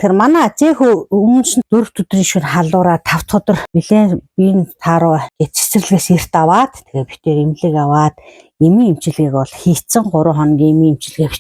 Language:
Mongolian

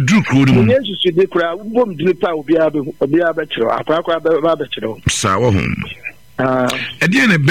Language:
Akan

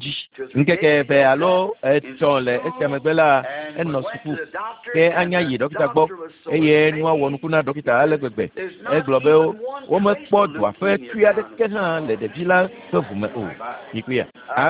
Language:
Ewe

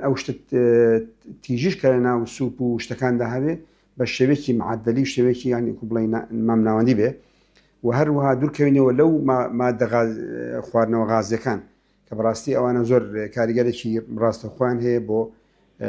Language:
Central Kurdish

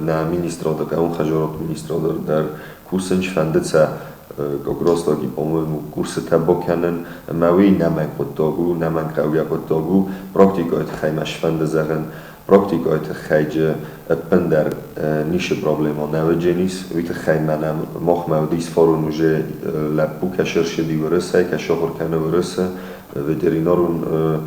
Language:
Ossetic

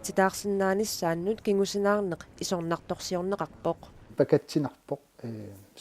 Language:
Kalaallisut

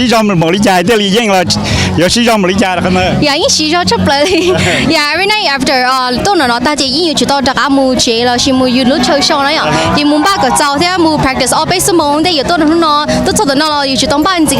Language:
Hmong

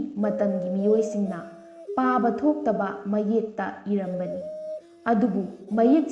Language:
Manipuri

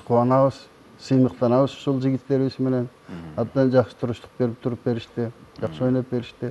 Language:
Kyrgyz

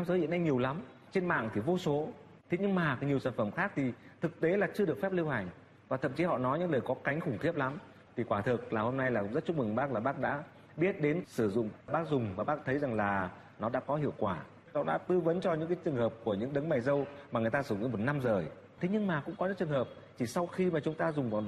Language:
Vietnamese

